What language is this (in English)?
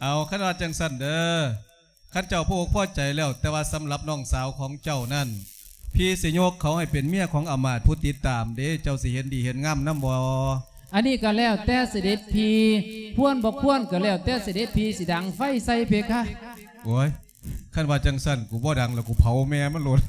Lao